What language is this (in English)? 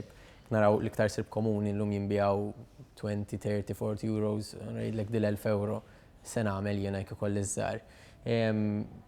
Maltese